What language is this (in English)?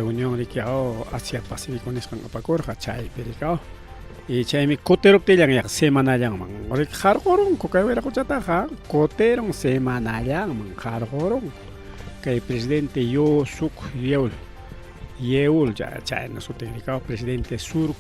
Ayacucho Quechua